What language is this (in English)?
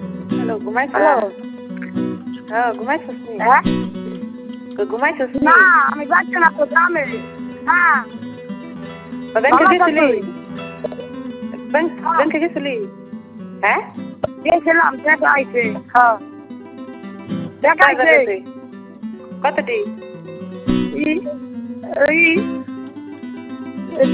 Bangla